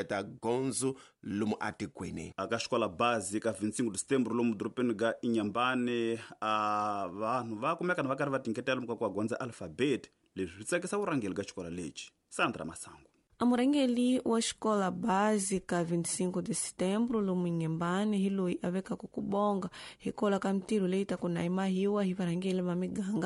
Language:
Tsonga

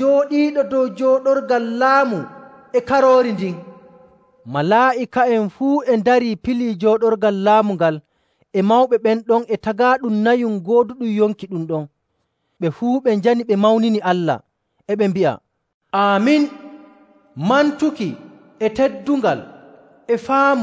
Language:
Nigerian Fulfulde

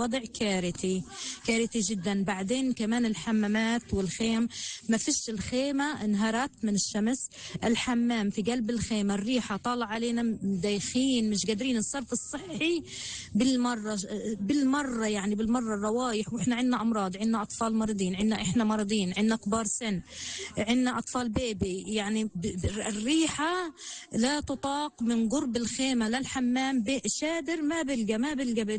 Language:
North Levantine Arabic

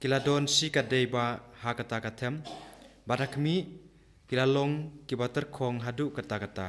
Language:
Khasi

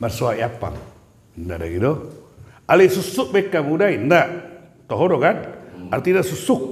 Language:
Batak Toba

